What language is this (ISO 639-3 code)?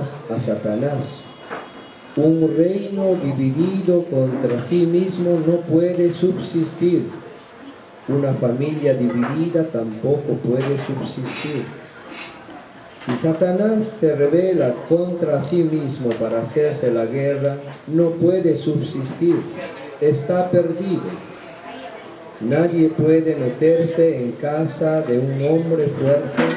spa